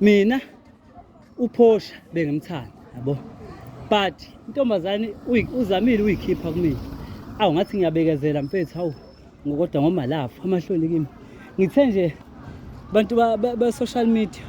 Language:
Zulu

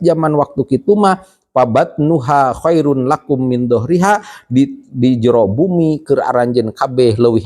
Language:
Sundanese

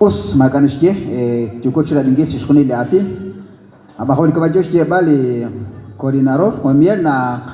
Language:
Kekchí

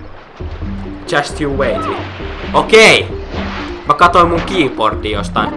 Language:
Finnish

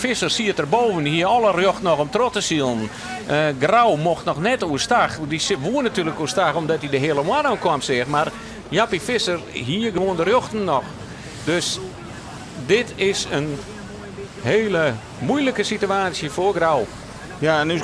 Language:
Western Frisian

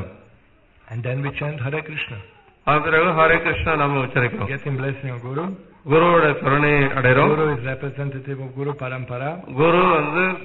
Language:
Tamil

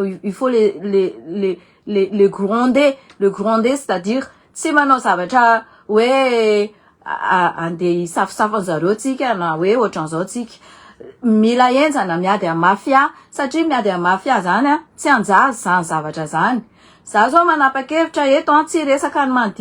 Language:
Malagasy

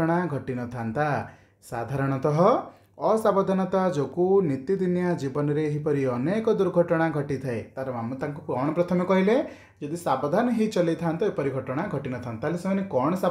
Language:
Odia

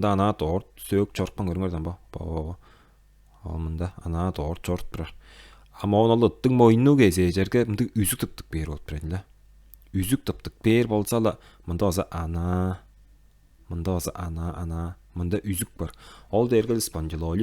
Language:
Tuvinian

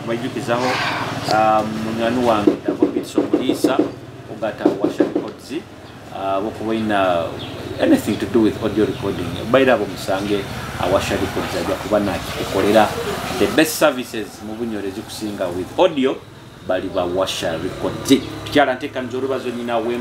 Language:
Nyoro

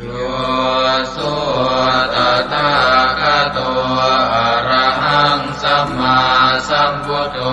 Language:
Pali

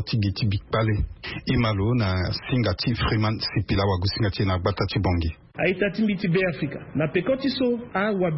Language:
Sango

